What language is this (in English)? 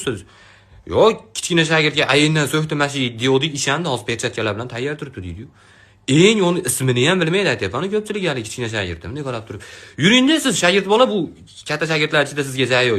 Uzbek